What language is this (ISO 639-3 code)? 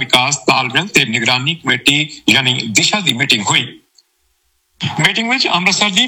pan